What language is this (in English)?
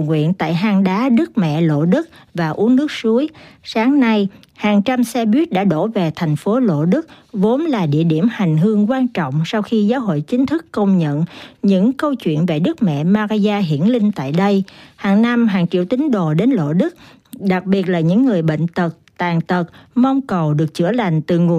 Vietnamese